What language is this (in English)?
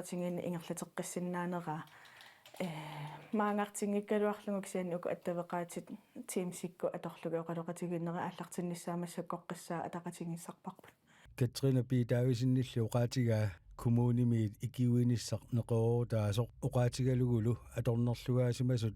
Kalaallisut